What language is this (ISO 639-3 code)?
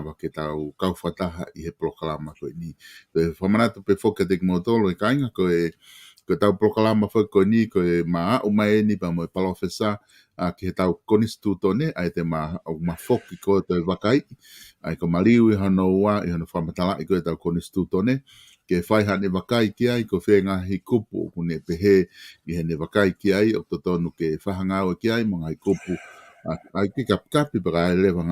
ton